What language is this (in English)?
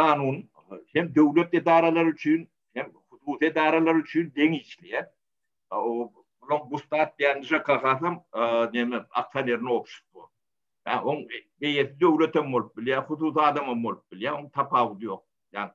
Turkmen